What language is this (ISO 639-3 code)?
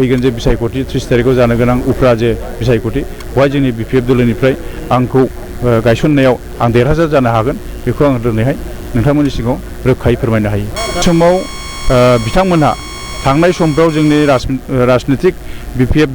brx